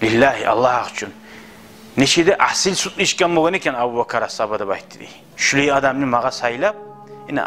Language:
Kumyk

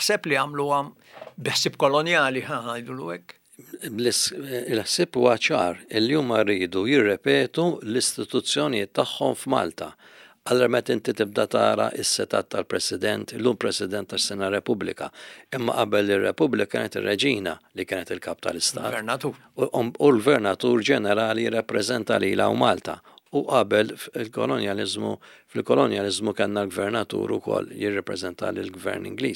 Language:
Maltese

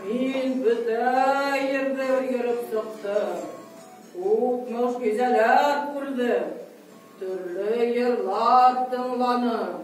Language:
Bashkir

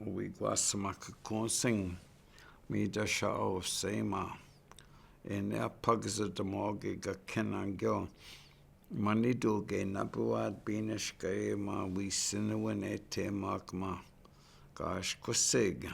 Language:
Chippewa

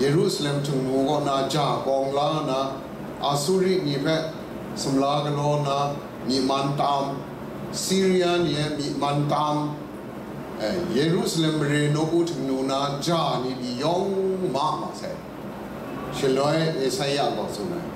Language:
Kachin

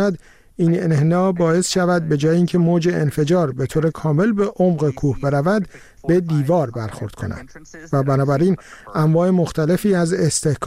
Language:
Persian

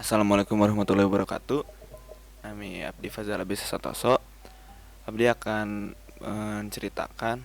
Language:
Sundanese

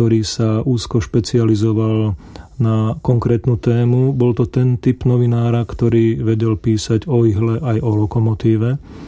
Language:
Slovak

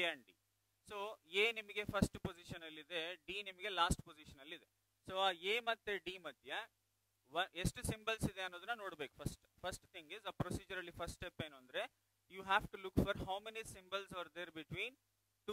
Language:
Kannada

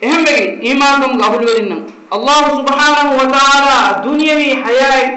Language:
Divehi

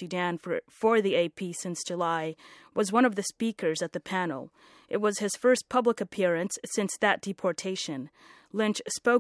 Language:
English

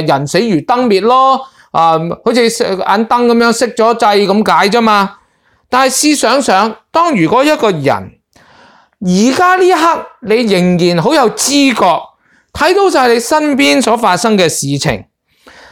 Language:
Cantonese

